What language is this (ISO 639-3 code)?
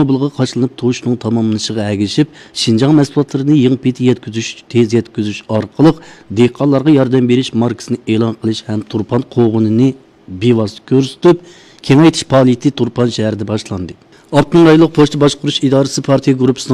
uig